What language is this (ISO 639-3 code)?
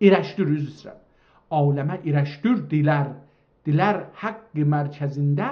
azb